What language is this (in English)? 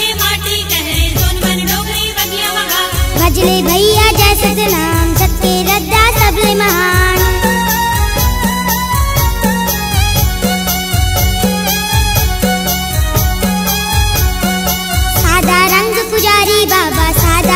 Chhattisgarhi